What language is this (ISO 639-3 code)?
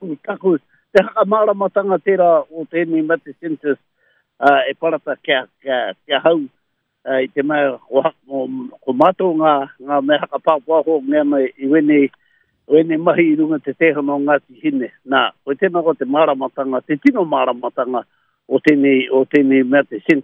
mri